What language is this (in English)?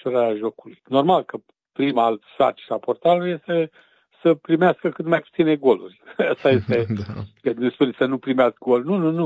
Romanian